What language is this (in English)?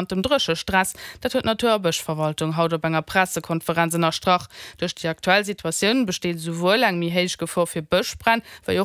Luxembourgish